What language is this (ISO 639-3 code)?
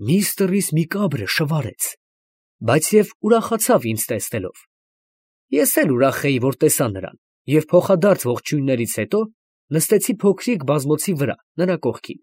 hye